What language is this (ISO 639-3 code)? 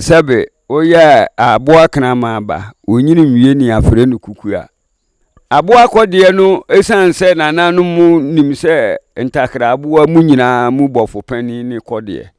aka